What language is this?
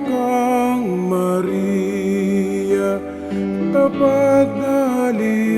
Pampanga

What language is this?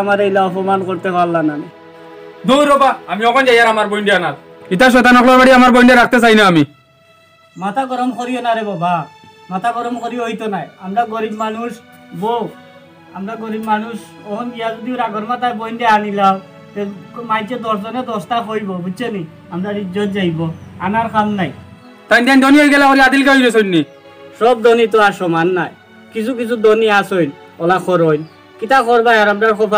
Sylheti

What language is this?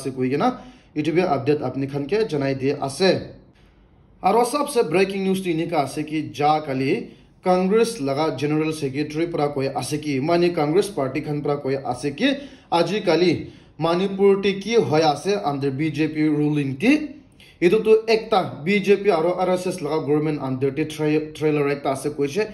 Naga Pidgin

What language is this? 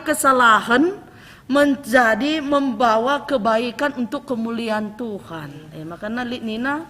Batak Karo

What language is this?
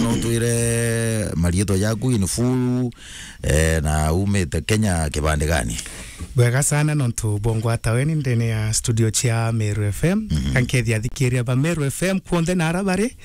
Meru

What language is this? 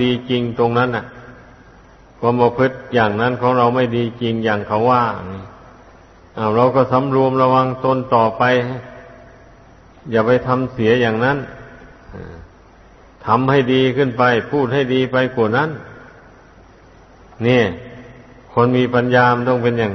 Thai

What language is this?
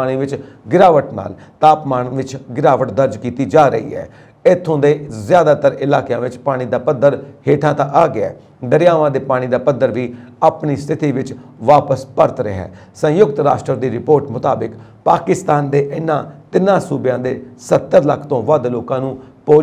Punjabi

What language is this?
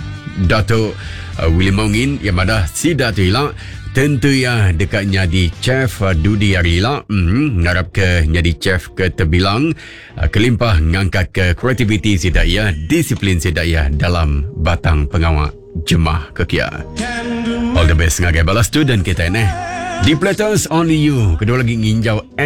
Iban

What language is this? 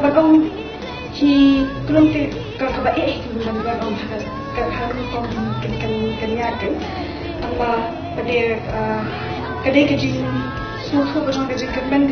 Khasi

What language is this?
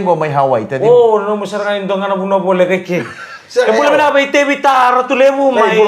Fijian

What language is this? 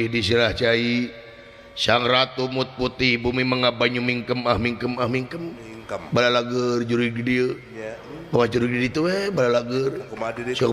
Sundanese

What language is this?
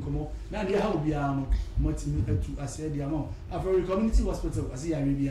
Akan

